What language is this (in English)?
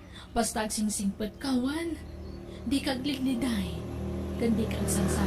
Iloko